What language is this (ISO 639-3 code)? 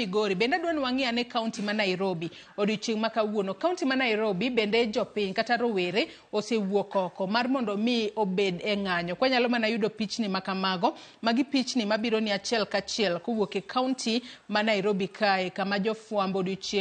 luo